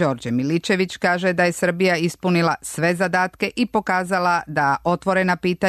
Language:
Serbian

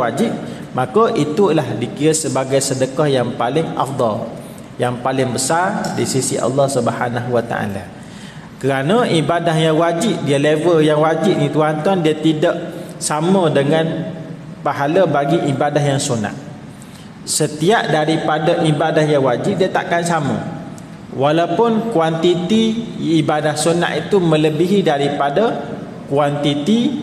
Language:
Malay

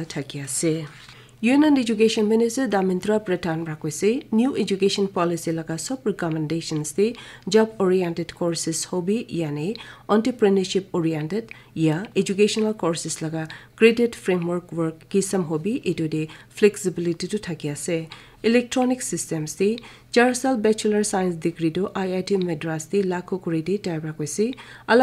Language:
Naga Pidgin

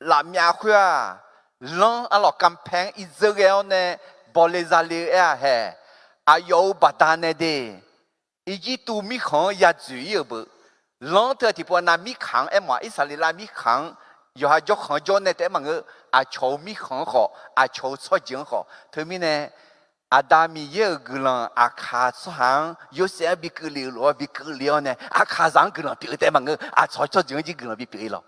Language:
Akha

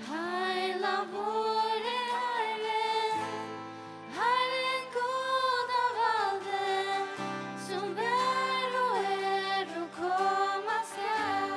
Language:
Faroese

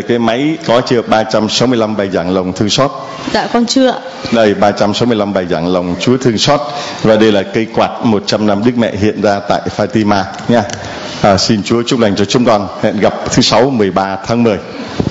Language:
Vietnamese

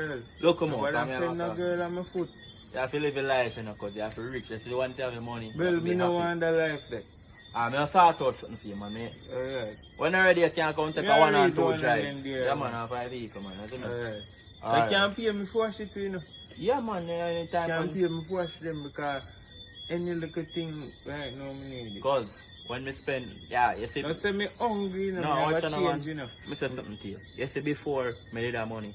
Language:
Jamaican Creole English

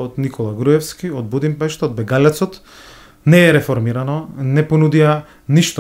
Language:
Macedonian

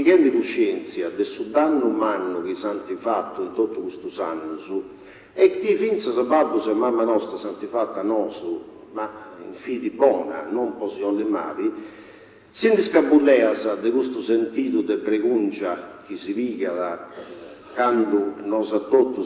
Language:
Sardinian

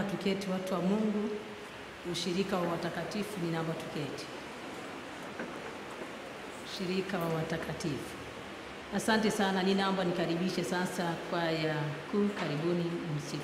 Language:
Swahili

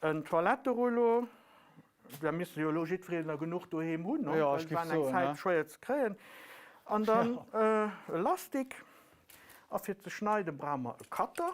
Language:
Luxembourgish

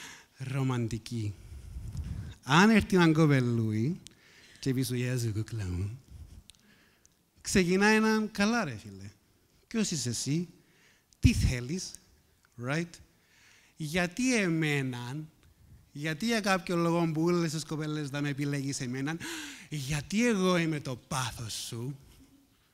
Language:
Greek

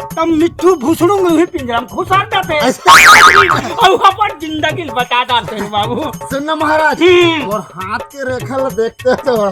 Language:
Chhattisgarhi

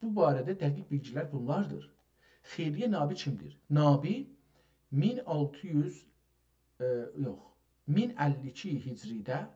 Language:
South Azerbaijani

